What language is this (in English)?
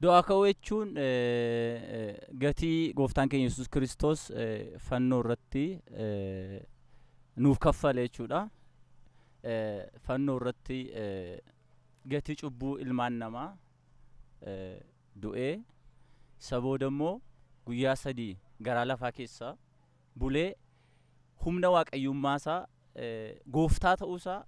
Oromo